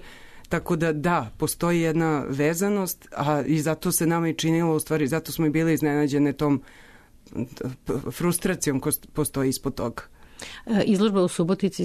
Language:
Serbian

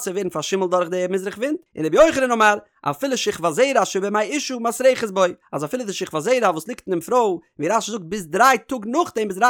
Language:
Yiddish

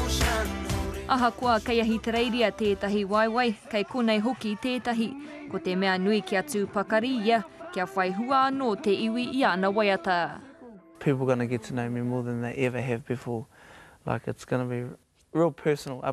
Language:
Māori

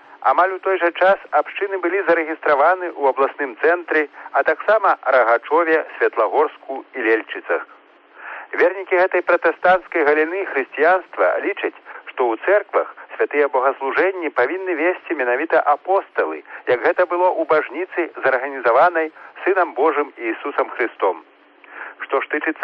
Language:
Belarusian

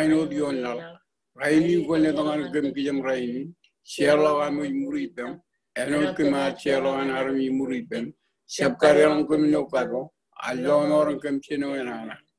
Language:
Marshallese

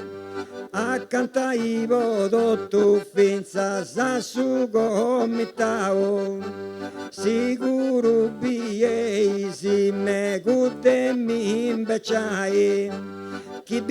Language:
Sardinian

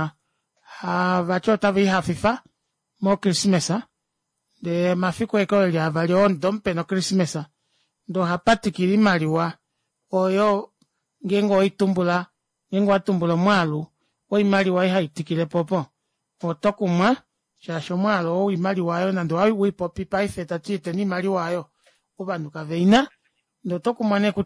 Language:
Kuanyama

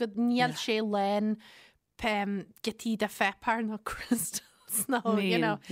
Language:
Irish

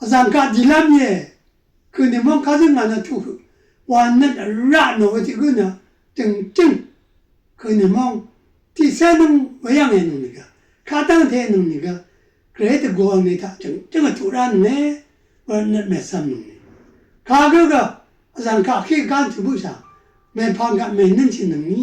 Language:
Rawang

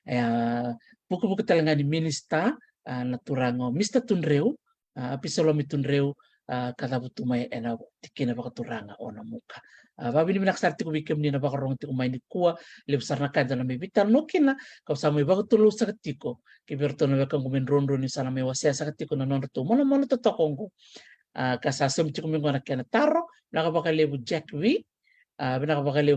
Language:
Fijian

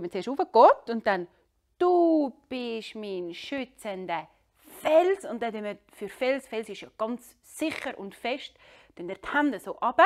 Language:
Swiss German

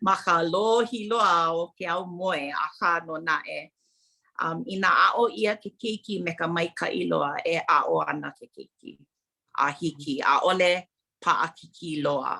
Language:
Hawaiian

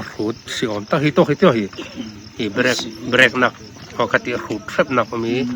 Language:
Falam Chin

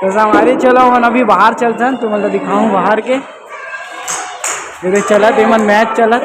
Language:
Chhattisgarhi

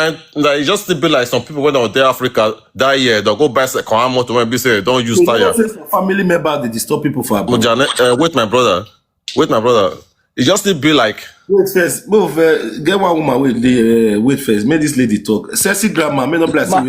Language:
Nigerian Pidgin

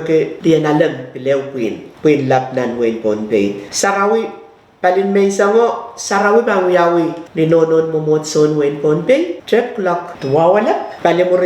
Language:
Pohnpeian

